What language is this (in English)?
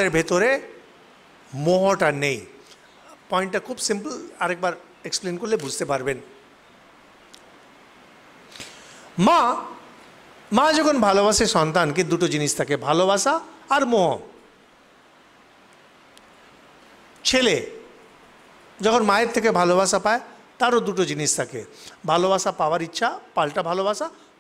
Bangla